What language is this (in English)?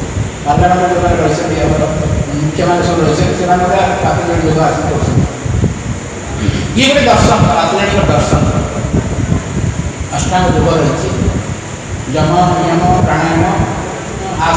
Odia